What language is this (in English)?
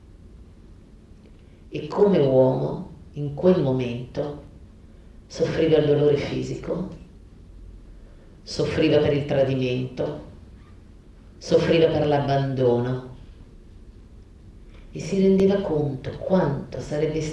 Italian